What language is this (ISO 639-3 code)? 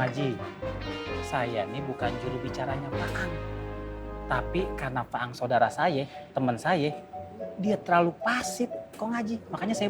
bew